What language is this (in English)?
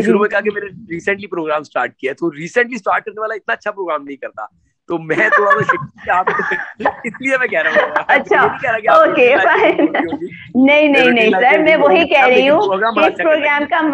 Hindi